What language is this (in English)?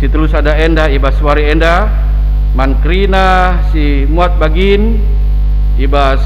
Batak Karo